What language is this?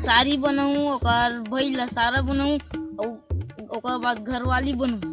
Chhattisgarhi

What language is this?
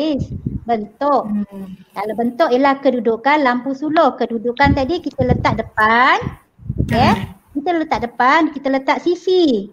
Malay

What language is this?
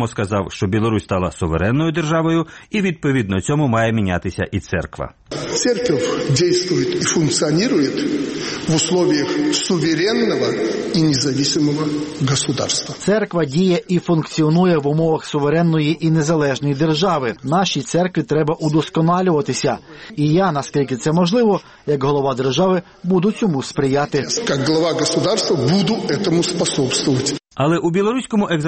Ukrainian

